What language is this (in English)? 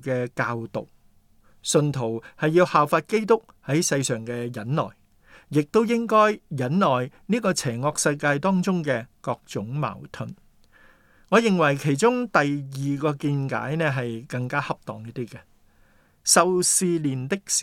Cantonese